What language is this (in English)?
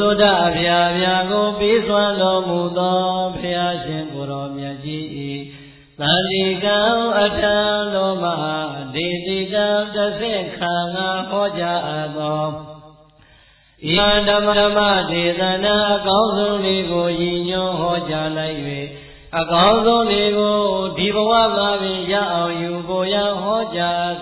Burmese